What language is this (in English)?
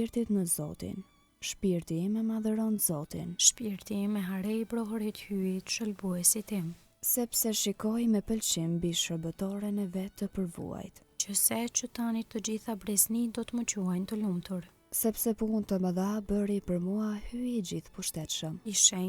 Albanian